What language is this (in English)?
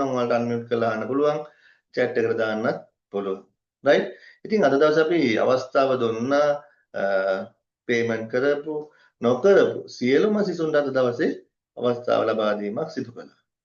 Sinhala